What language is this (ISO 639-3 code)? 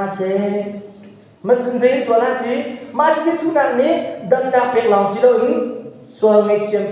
cnh